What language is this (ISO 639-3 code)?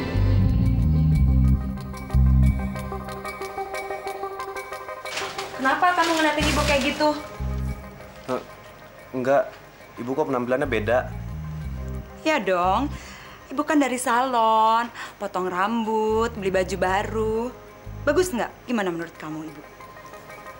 ind